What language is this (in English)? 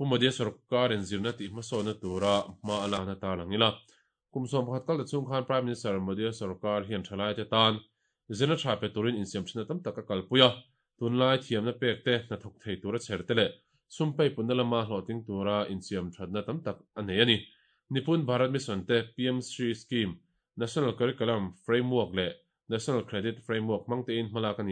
Mizo